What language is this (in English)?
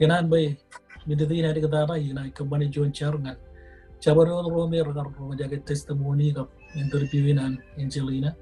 Marshallese